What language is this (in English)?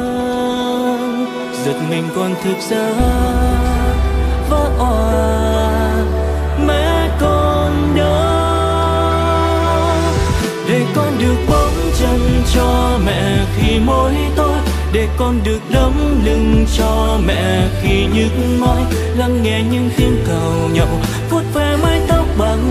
Vietnamese